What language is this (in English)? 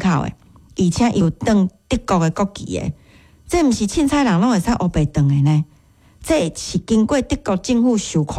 Min Nan Chinese